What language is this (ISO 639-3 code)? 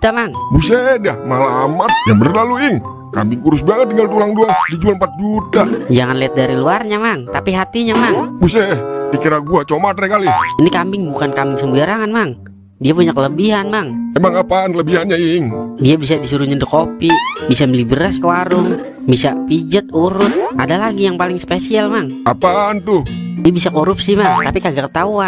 bew